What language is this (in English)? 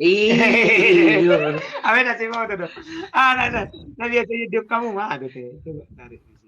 Batak Toba